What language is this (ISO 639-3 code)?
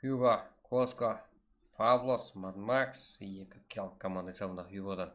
kaa